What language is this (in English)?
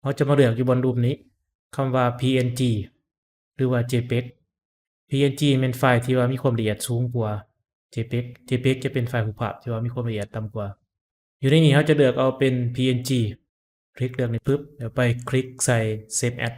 Lao